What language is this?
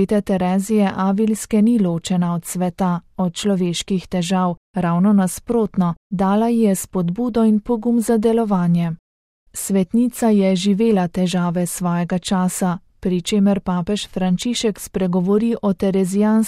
Slovenian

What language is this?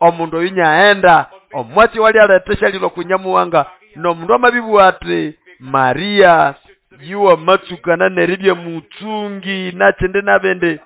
Nande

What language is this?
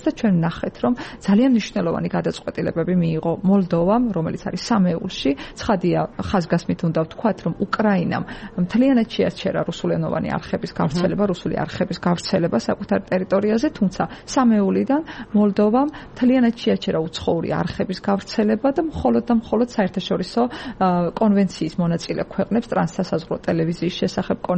Georgian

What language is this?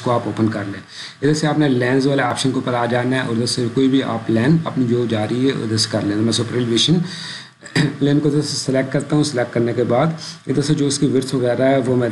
Urdu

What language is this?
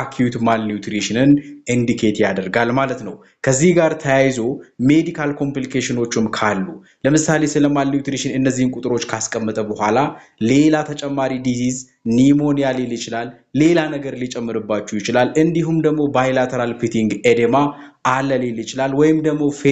Amharic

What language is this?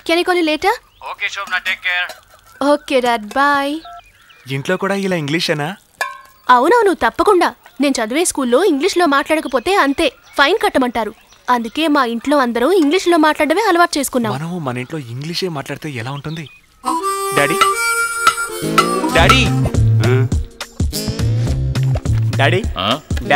Telugu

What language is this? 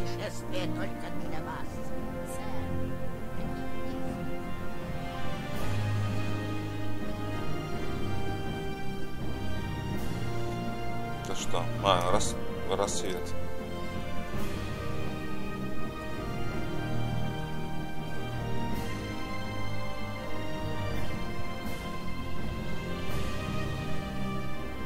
Russian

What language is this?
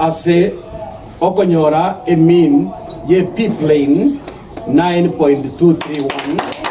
Gusii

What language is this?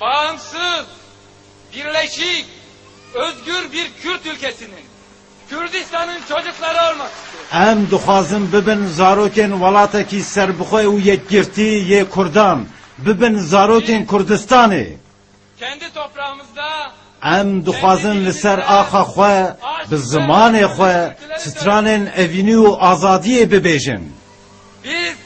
Kurdish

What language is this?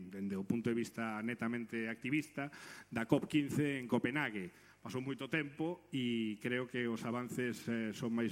Galician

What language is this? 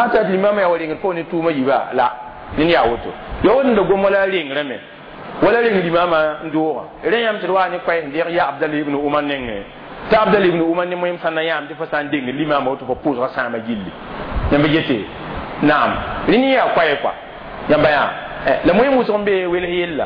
Mossi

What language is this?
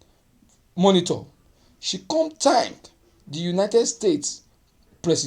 Nigerian Pidgin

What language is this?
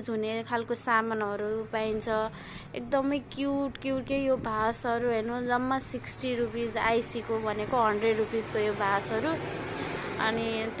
Nepali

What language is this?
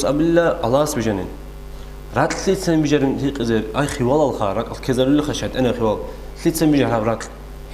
Avaric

